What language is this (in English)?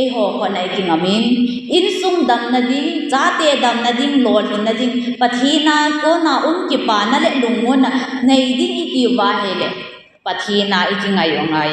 Thado Chin